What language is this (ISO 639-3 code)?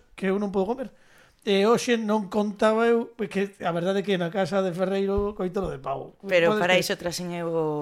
glg